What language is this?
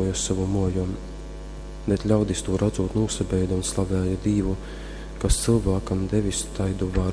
Latgalian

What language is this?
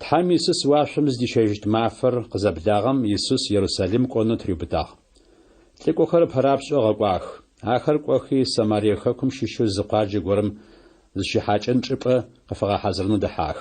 Adyghe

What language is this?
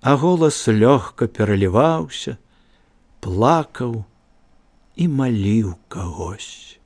Belarusian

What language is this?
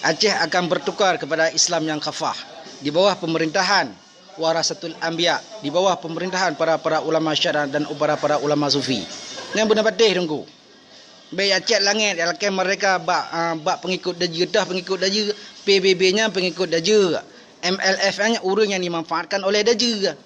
Achinese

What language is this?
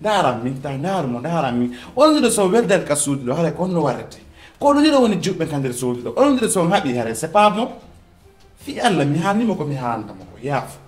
Fula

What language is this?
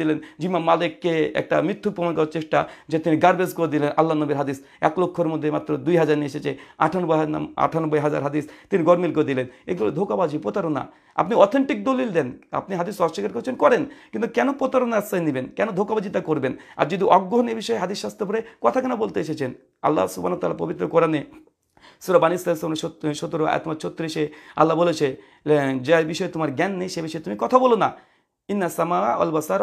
Bangla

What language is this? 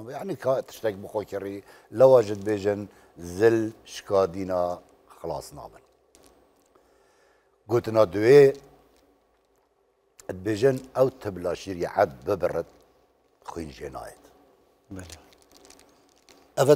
Kurdish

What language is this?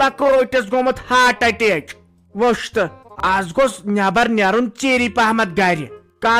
Kashmiri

